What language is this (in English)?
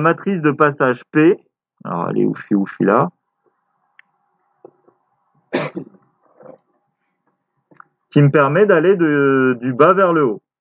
French